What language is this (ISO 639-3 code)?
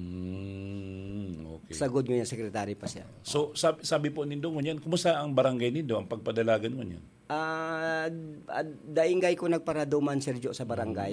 bik